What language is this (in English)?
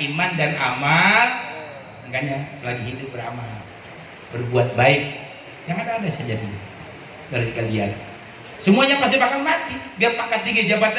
Betawi